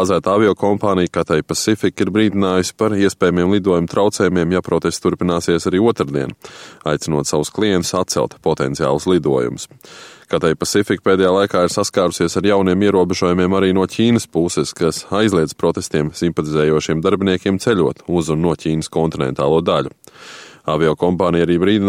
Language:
Latvian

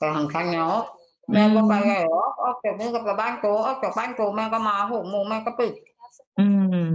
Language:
Northeastern Thai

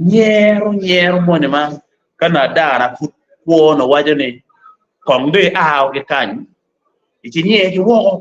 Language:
Acoli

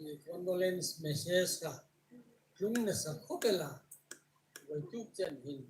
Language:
Hmar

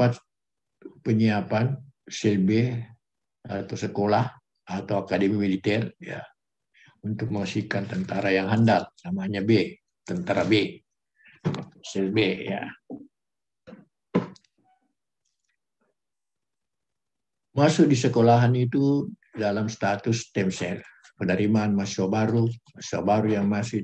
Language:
Indonesian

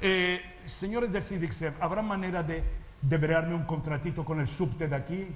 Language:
Ladino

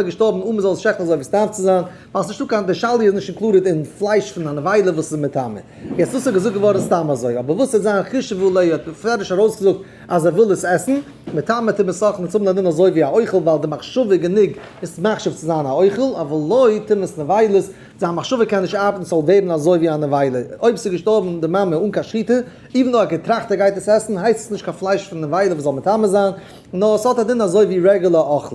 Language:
Yiddish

